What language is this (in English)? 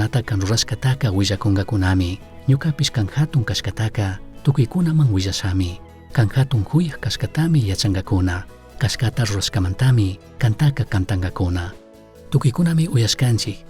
Chimborazo Highland Quichua